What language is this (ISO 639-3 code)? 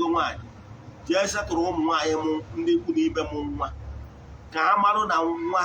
ibo